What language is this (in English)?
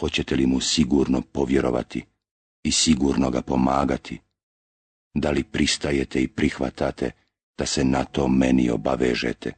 Bosnian